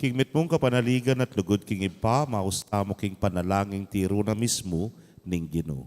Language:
Pampanga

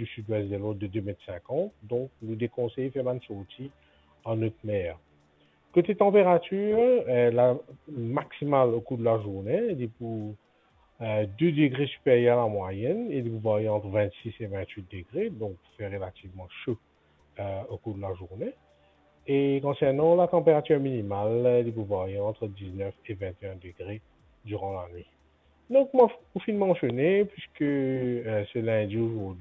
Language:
Morisyen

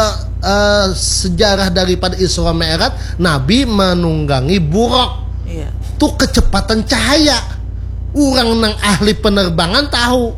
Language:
Banjar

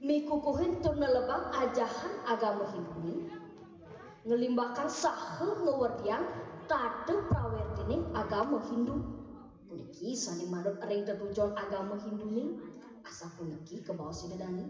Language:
Balinese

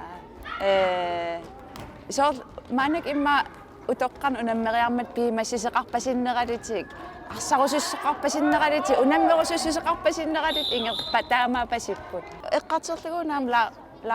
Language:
Kalaallisut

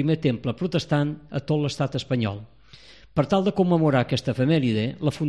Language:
Catalan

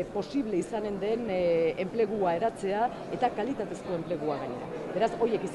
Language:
Basque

